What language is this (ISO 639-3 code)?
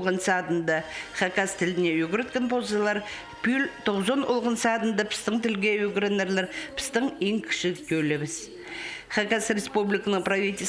kjh